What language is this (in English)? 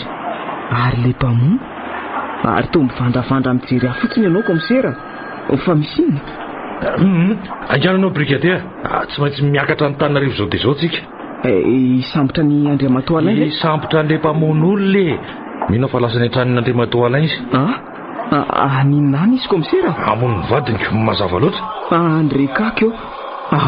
Malagasy